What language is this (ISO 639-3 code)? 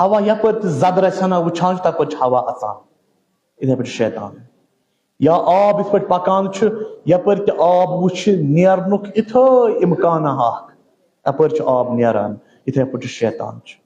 kas